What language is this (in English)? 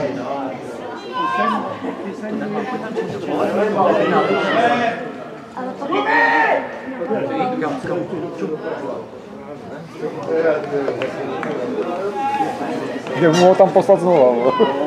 Czech